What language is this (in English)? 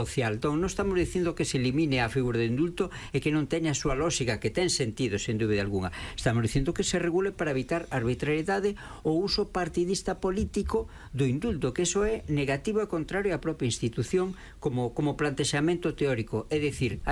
Galician